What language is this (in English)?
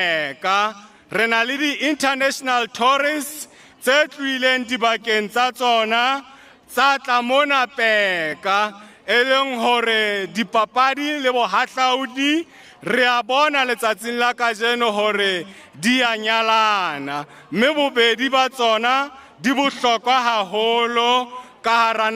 Southern Sotho